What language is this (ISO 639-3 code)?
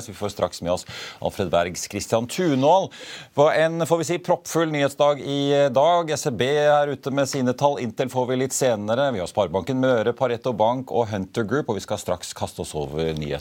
nor